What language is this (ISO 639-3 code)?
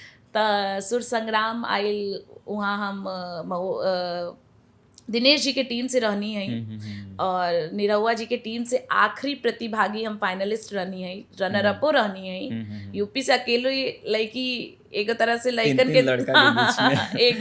bho